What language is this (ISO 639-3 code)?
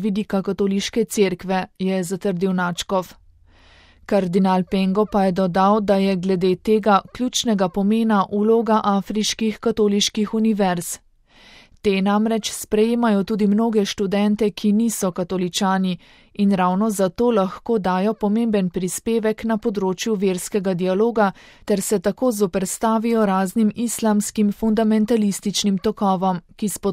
slv